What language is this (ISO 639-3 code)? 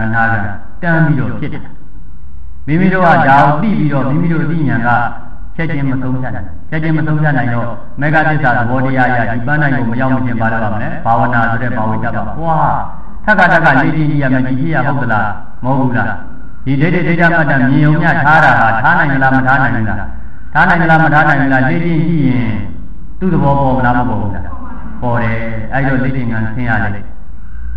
mya